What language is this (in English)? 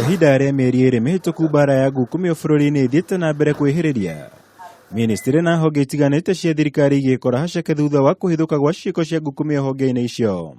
Kikuyu